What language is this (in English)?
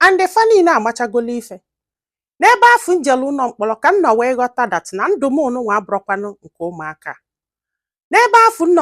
Igbo